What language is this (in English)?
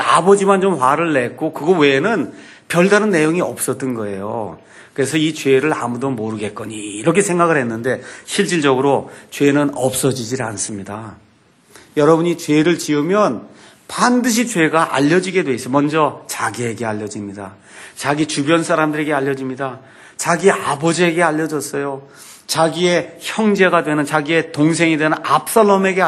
Korean